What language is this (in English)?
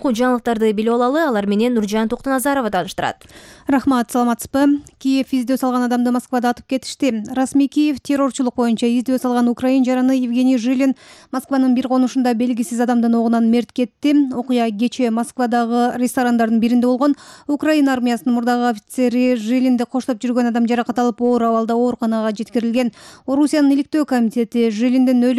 Kyrgyz